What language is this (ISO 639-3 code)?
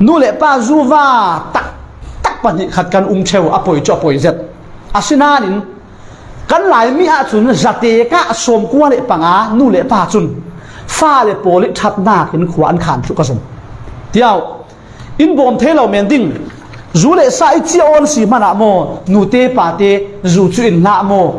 cfm